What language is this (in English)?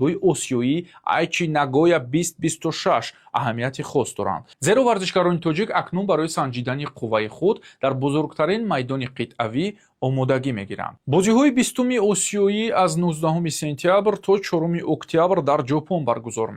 Tajik